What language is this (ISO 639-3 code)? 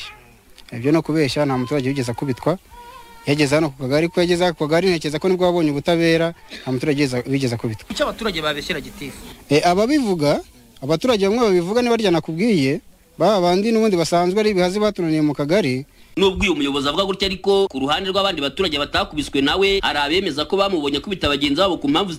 kin